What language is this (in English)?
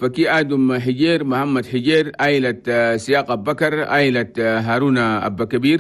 Chadian Arabic